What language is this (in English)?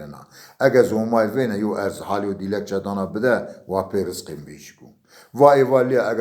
Zaza